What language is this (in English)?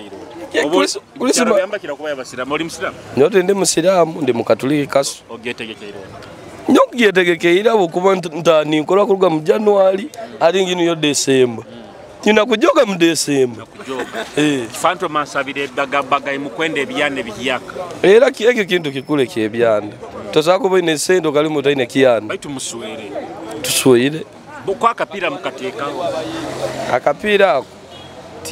Nyoro